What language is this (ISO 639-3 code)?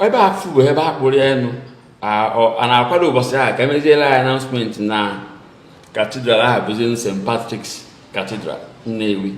ibo